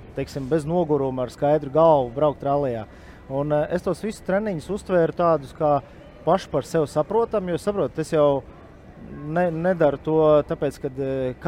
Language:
Latvian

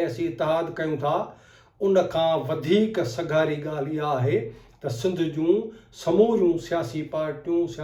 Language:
Sindhi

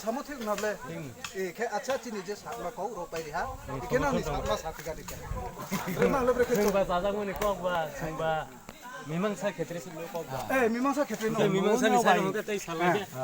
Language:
Riang (India)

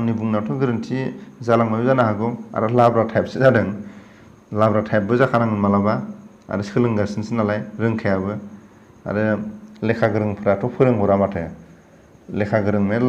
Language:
Bodo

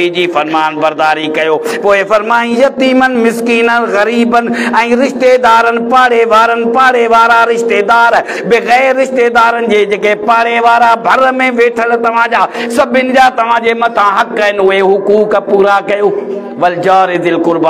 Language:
Sindhi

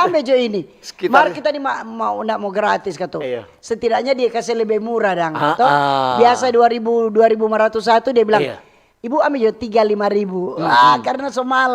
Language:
Manado Malay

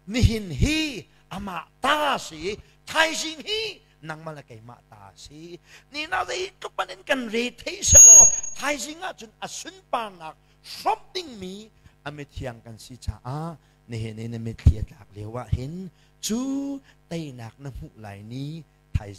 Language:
Hakha Chin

